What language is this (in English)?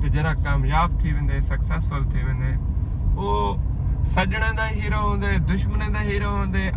Saraiki